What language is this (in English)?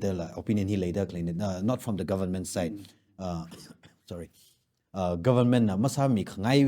Tangkhul Naga (India)